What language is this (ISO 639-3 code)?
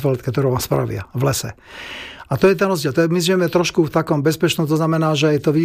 slk